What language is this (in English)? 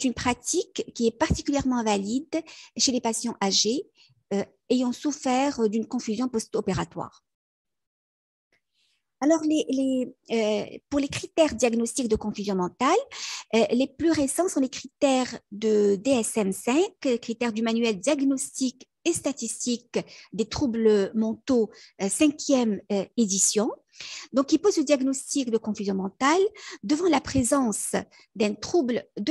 French